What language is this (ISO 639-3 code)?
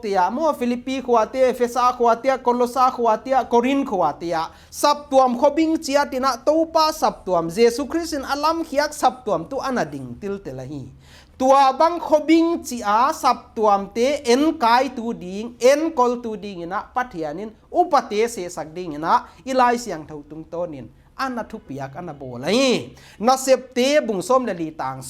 pck